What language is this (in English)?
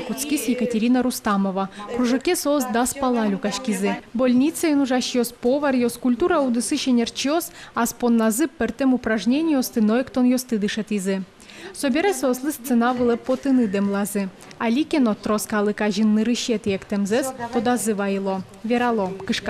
Udmurt